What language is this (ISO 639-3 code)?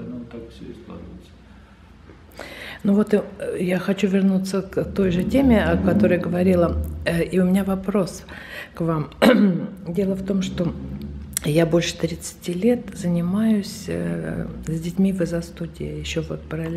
rus